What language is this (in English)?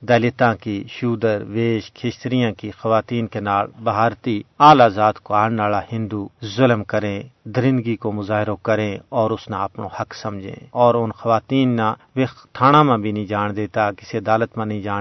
Gujari